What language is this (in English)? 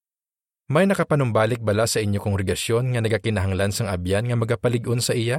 Hiligaynon